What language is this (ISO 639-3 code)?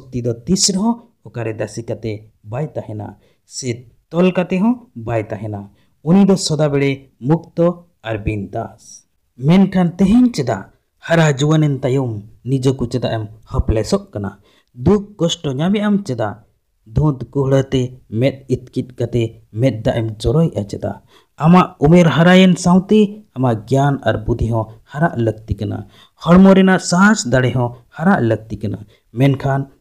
sat